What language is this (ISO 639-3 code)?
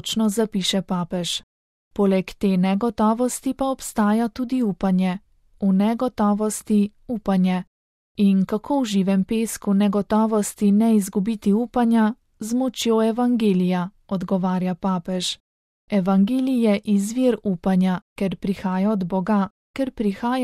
slv